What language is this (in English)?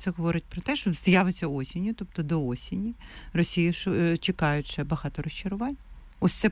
Ukrainian